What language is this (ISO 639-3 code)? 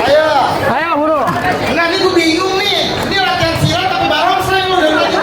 bew